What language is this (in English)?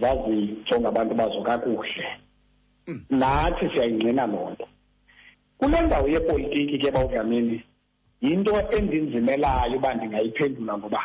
Xhosa